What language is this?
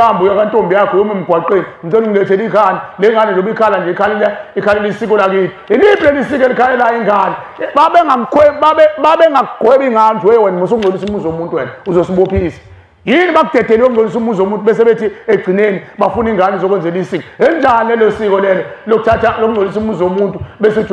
Zulu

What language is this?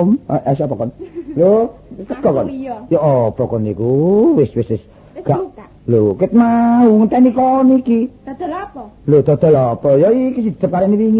Javanese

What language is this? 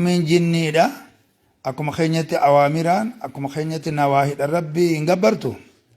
Oromo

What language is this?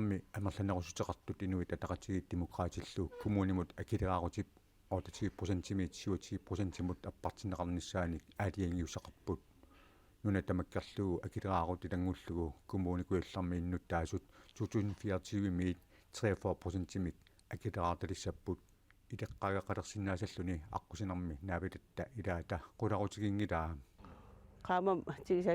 Kalaallisut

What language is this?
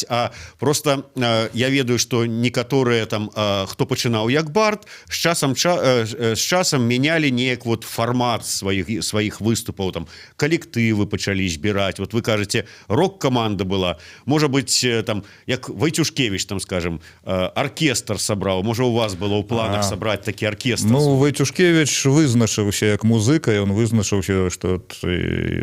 Belarusian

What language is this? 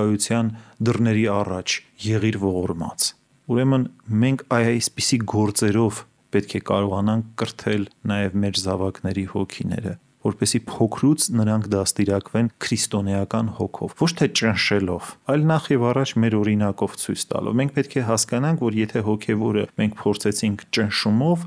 Armenian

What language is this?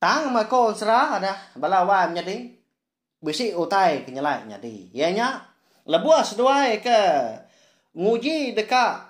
Iban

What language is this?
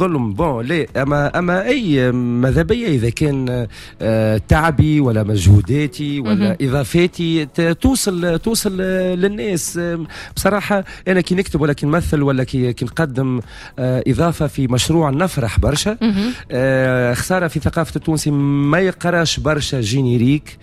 Tunisian Arabic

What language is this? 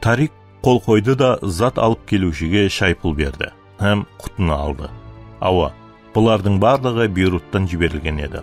Kara-Kalpak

